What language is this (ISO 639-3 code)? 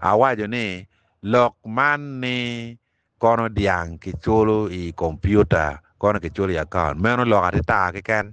ach